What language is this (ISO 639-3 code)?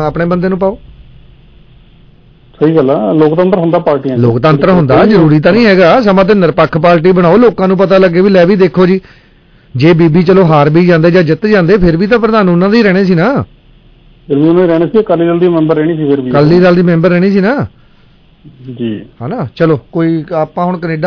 pan